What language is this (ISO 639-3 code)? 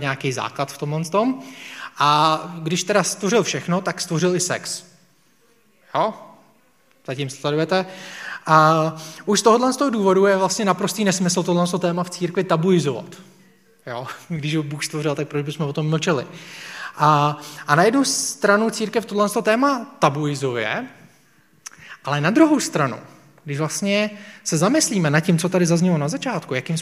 ces